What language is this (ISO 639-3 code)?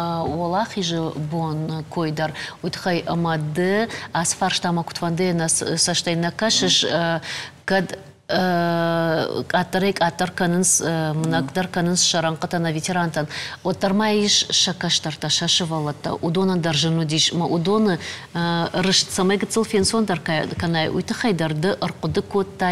oss